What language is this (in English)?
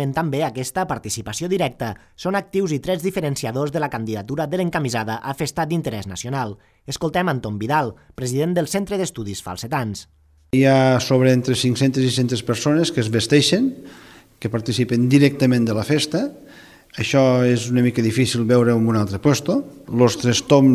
Catalan